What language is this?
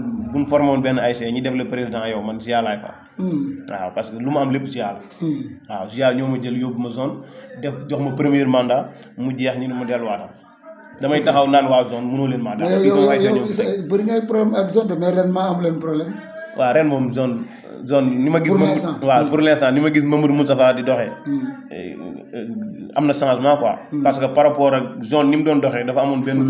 Wolof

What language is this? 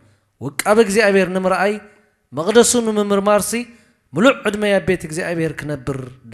Tigrinya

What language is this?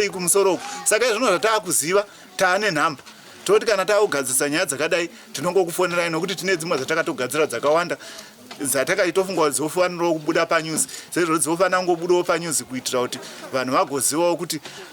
Shona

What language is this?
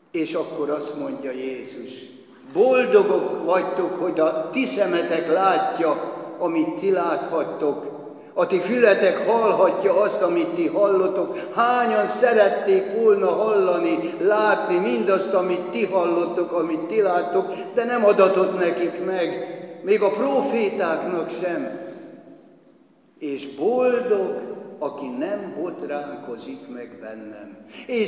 Hungarian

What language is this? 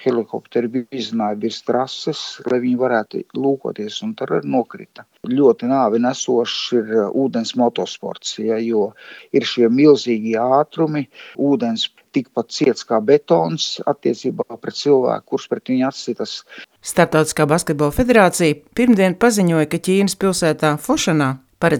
Latvian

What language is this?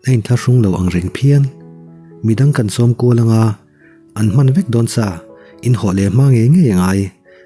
Mizo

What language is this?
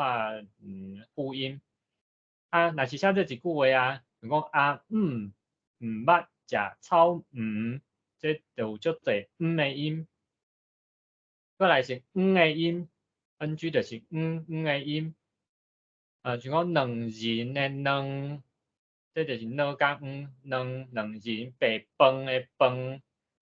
Min Nan Chinese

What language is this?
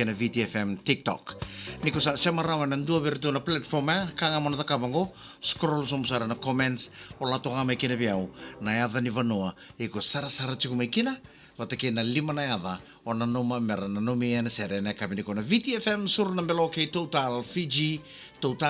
Fijian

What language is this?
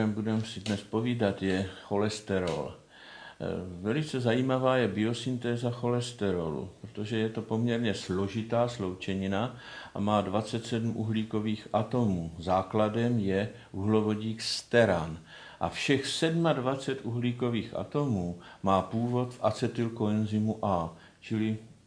Czech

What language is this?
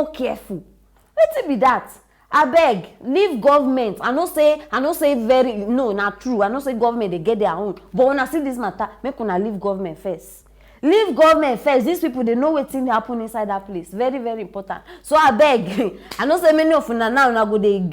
Nigerian Pidgin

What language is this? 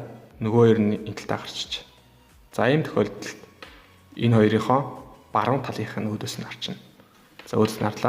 Mongolian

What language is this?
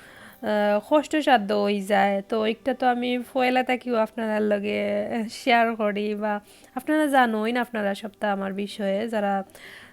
Sylheti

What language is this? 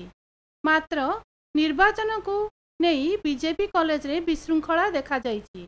Odia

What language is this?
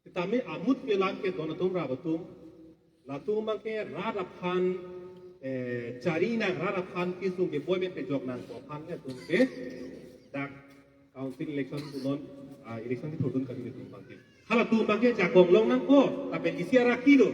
Karbi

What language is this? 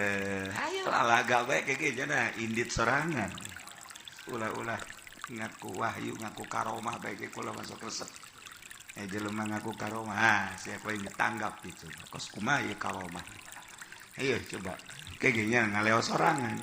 Sundanese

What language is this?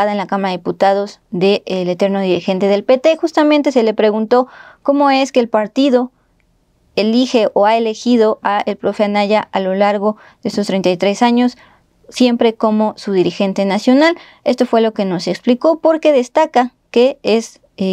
Spanish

